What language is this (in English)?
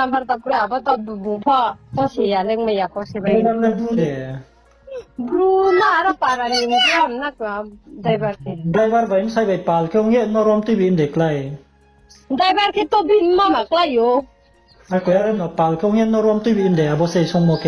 Riang (India)